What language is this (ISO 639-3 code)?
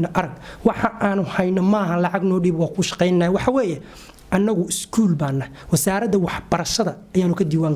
som